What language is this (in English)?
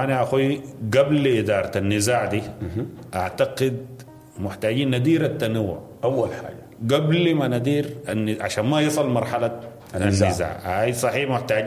Sudanese Arabic